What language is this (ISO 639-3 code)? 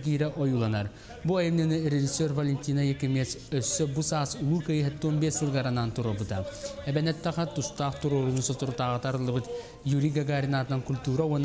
sah